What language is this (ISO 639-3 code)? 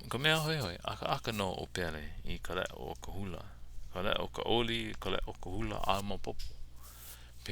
haw